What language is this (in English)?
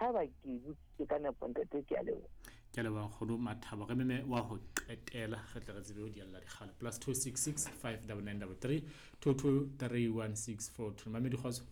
Southern Sotho